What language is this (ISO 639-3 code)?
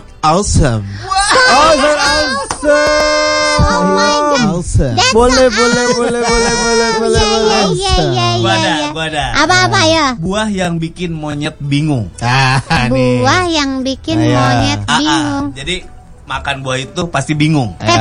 ind